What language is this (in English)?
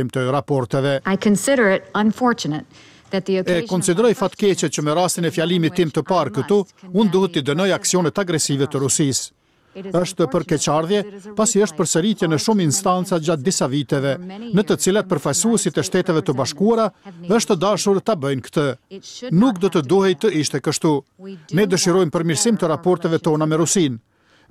Albanian